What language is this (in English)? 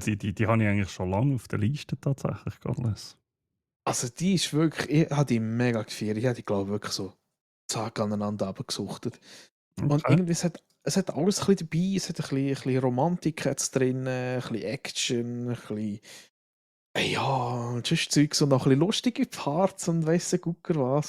Swiss German